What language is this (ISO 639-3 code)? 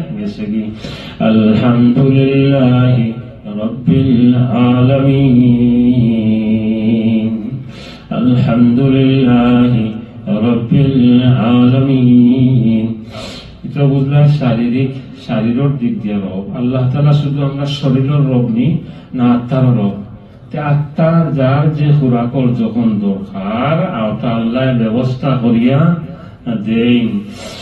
syl